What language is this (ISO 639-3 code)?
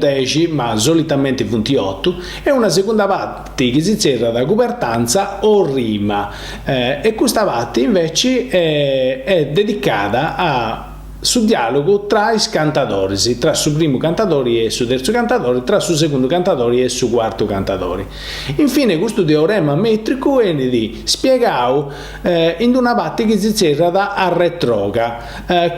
srd